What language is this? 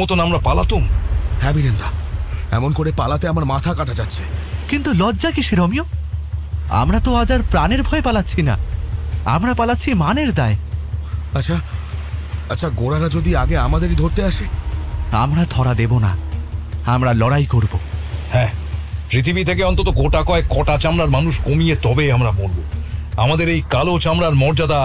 Bangla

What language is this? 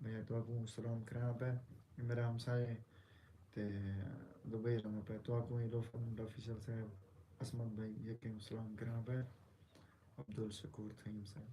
Saraiki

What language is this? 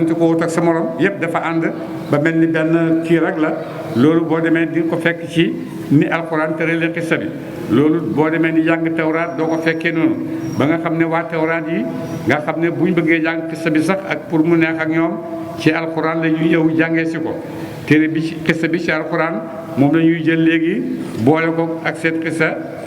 Wolof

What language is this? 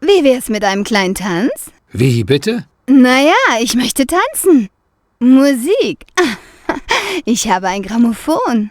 Bavarian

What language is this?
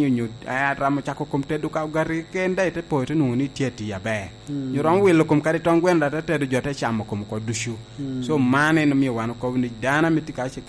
Lango (Uganda)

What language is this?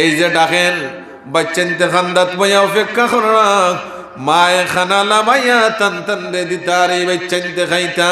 Sylheti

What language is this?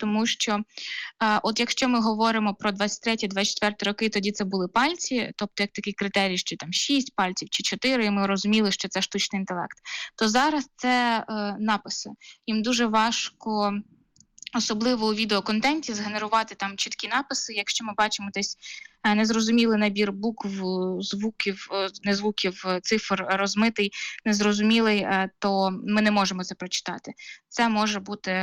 Ukrainian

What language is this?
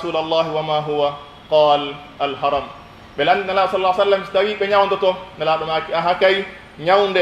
Pular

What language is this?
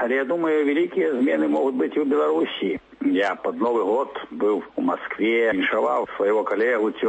Belarusian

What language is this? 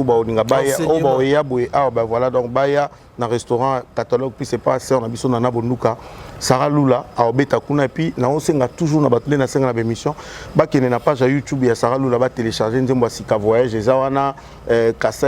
Lingala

